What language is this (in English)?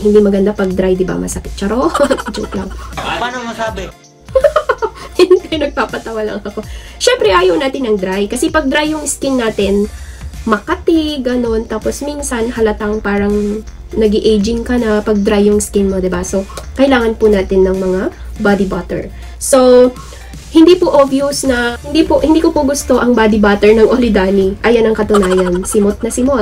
Filipino